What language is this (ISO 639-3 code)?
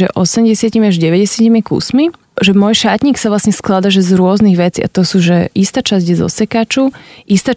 slk